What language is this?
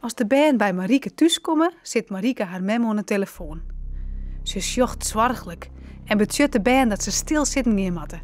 Western Frisian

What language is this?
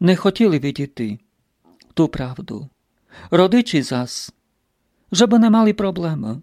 Rusyn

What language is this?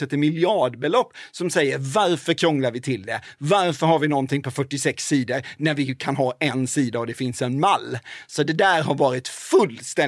Swedish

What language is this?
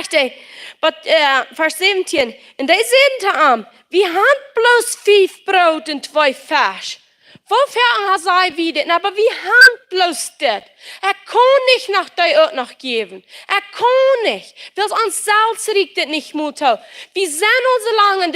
Plautdietsch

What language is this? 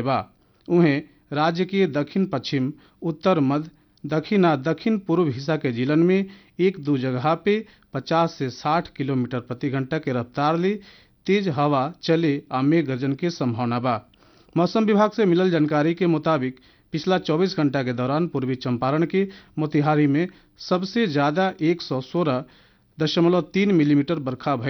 Bhojpuri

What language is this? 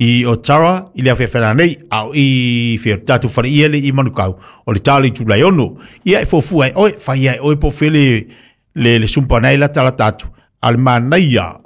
Samoan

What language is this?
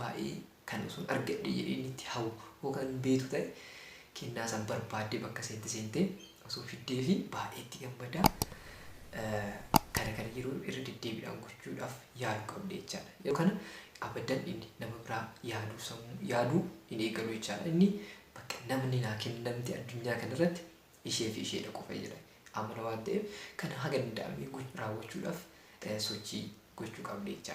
Oromo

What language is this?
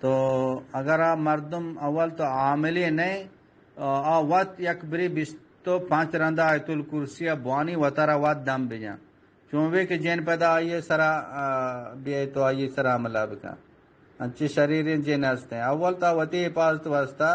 Eastern Balochi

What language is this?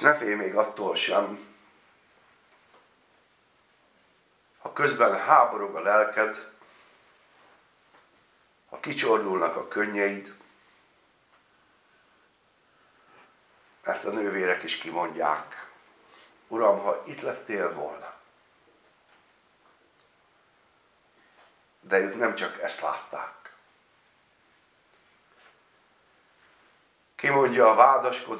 Hungarian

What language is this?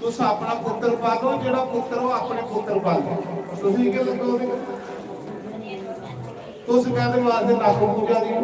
Dogri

